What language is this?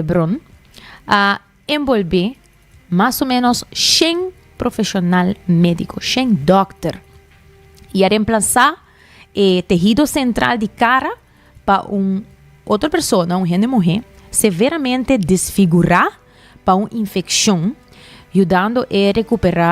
Papiamento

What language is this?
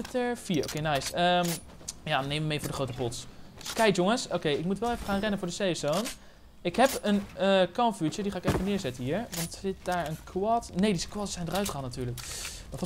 Dutch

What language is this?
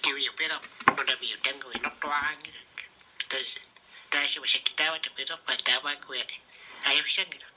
Kalaallisut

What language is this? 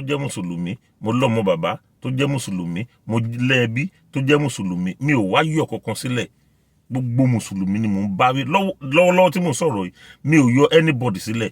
Yoruba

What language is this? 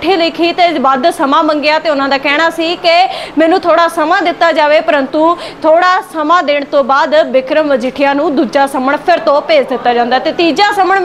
Punjabi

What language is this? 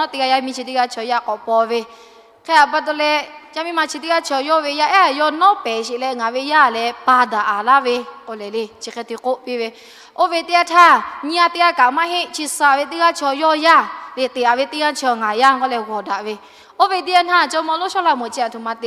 Lahu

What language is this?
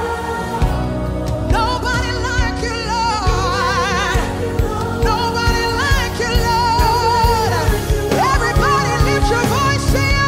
English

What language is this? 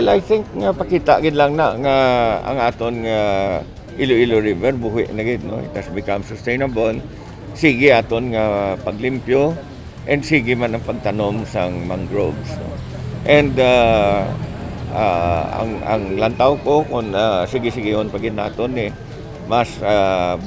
Hiligaynon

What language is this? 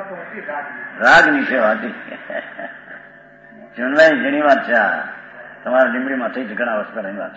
Gujarati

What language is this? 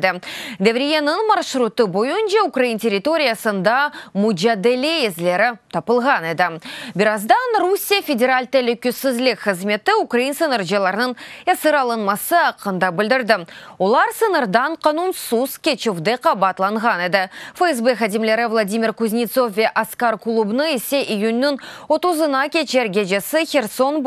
Crimean Tatar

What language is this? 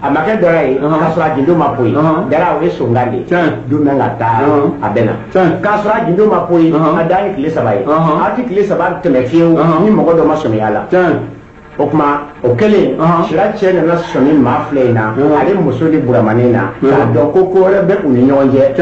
Bambara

